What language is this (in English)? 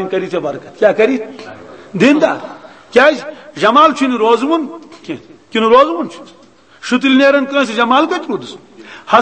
Kashmiri